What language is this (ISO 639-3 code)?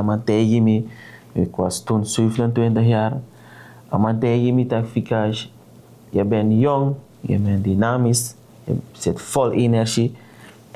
srn